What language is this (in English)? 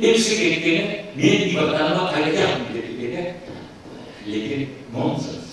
Crimean Tatar